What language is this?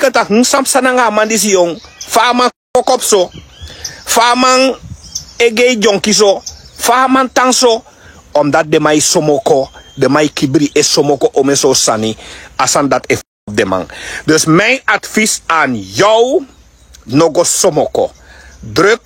Sranan Tongo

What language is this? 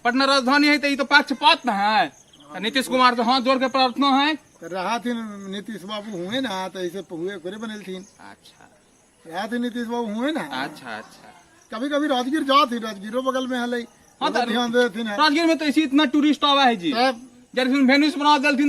Magahi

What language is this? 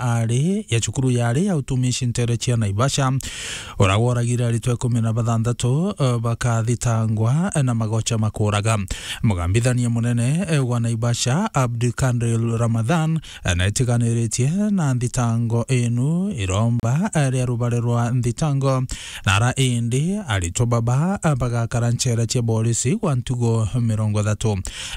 Meru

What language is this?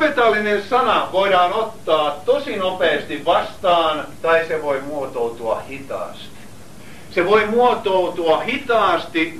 Finnish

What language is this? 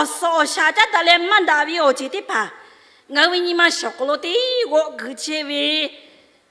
Lahu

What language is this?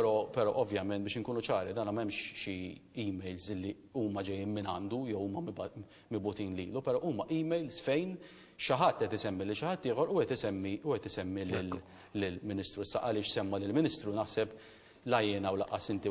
Maltese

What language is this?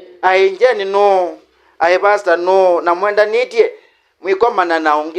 Kamba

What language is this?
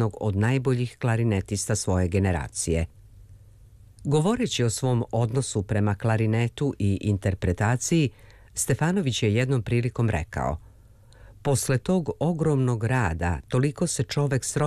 Serbian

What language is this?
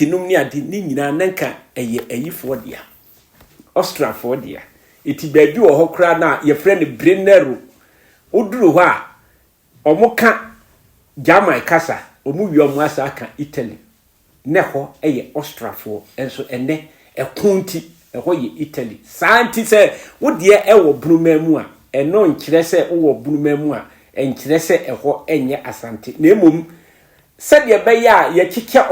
Akan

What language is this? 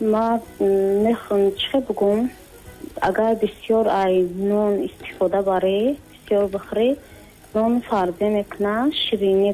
Tajik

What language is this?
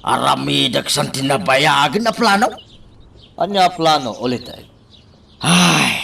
Iloko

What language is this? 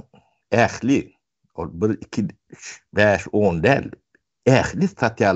Turkmen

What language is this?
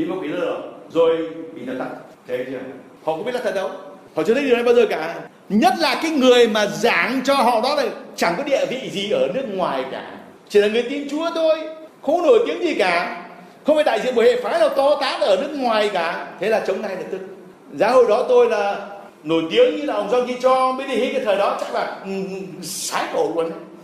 Vietnamese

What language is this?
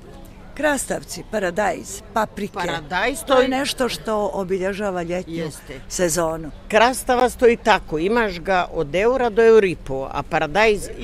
Serbian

